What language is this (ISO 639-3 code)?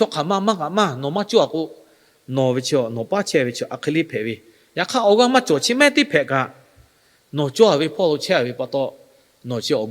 lhu